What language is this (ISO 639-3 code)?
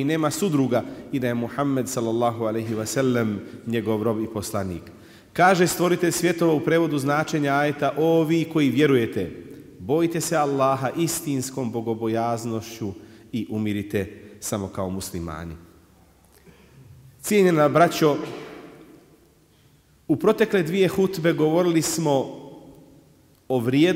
bos